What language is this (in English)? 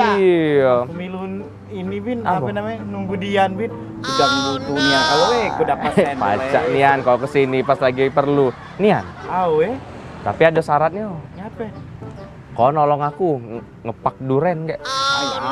Musi